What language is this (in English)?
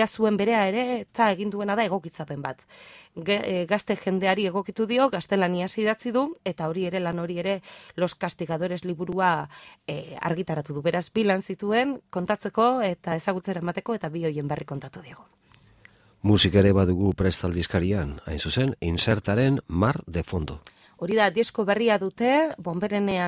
Basque